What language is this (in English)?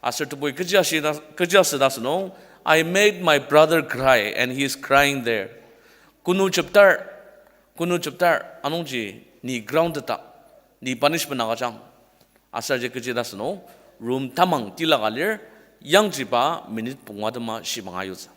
Ao Naga